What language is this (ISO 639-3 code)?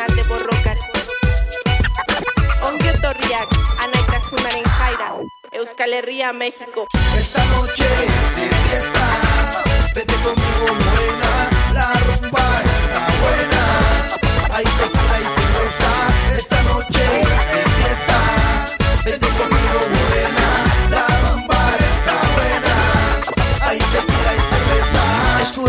eus